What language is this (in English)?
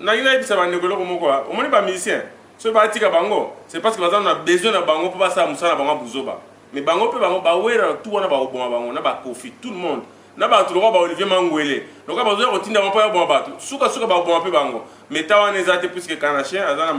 Lingala